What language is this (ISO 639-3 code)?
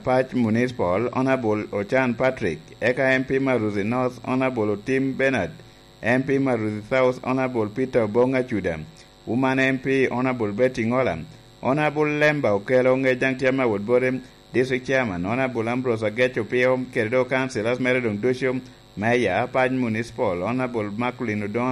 laj